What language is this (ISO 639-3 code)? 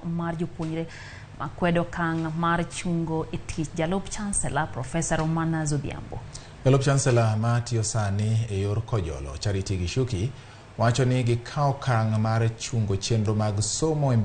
luo